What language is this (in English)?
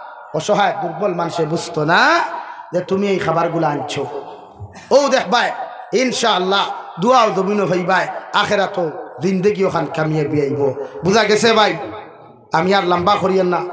Sylheti